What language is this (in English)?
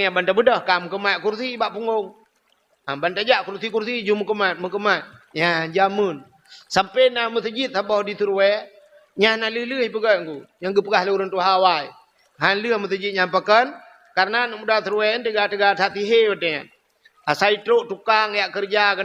Achinese